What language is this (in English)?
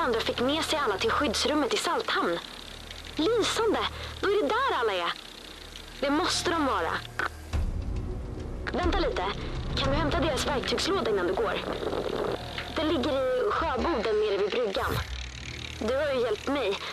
Swedish